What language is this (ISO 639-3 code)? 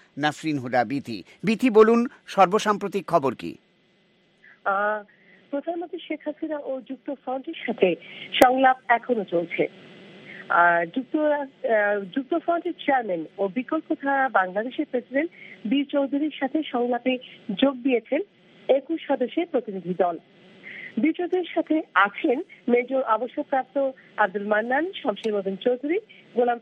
ben